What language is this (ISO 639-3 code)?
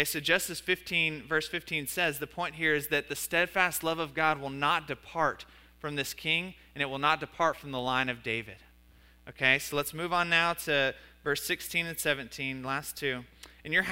eng